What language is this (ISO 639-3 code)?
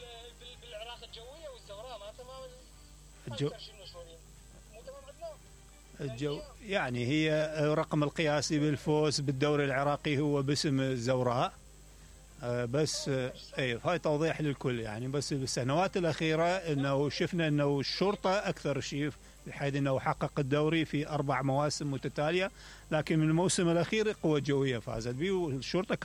acm